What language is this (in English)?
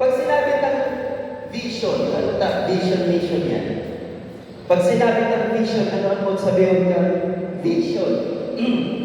Bikol